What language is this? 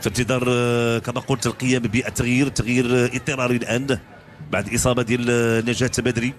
Moroccan Arabic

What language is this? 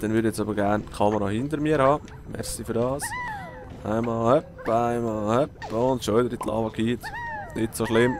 Swiss German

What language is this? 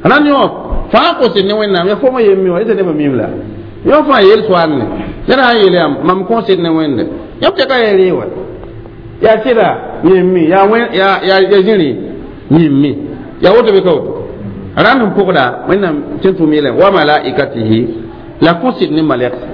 Mossi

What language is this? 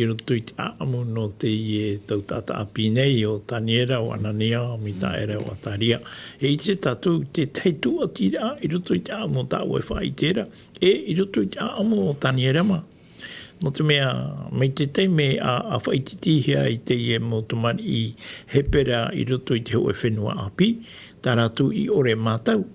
Tahitian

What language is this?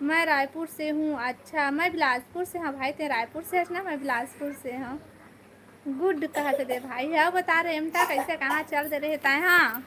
Chhattisgarhi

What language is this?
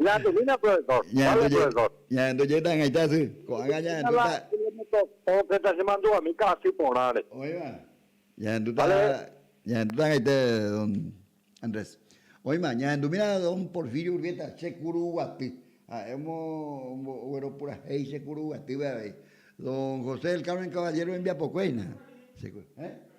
Guarani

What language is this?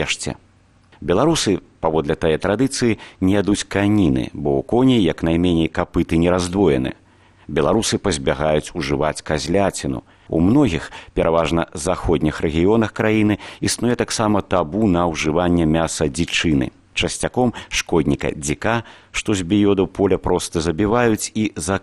Belarusian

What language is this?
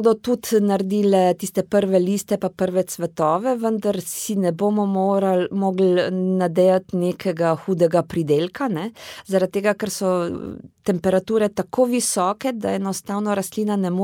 Slovenian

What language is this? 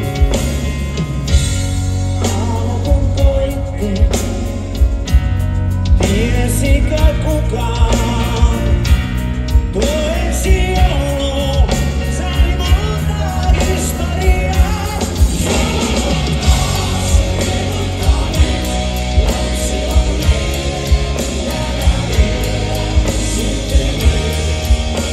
Finnish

